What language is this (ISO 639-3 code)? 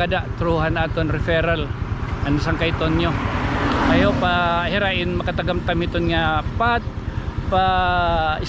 war